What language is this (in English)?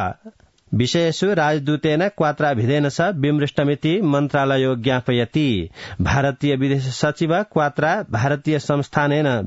Sanskrit